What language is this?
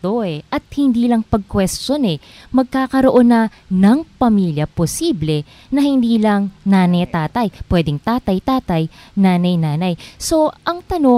Filipino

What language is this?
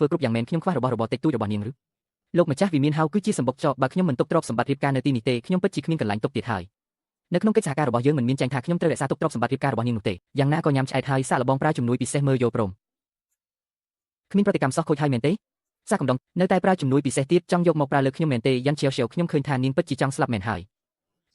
Khmer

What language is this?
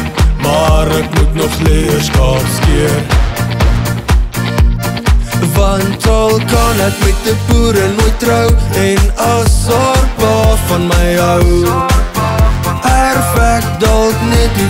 Afrikaans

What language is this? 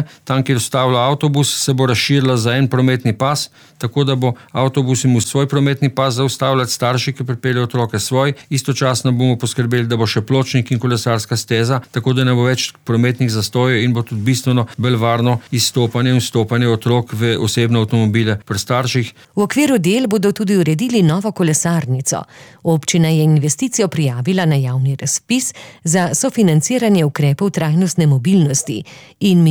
Slovenian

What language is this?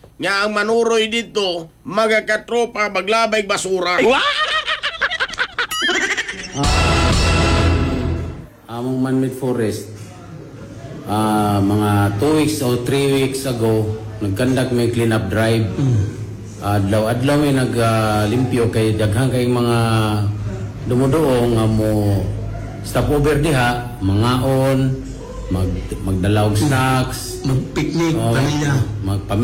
Cebuano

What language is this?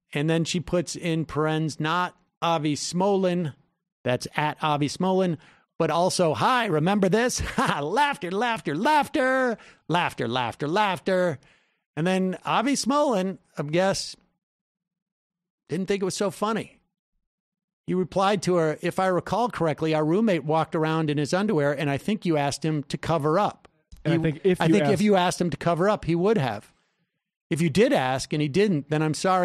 English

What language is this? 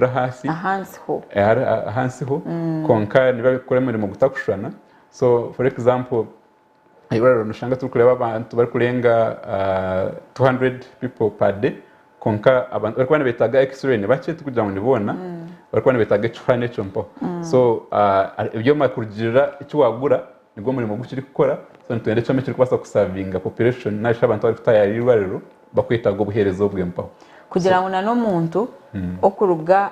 Nyankole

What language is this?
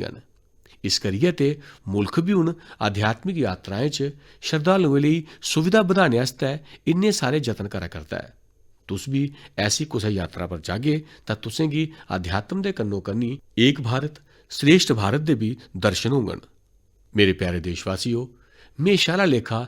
Dogri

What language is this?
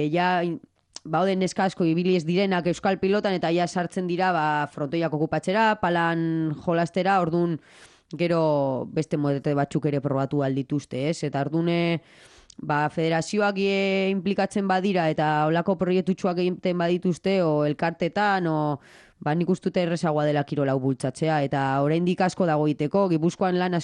Basque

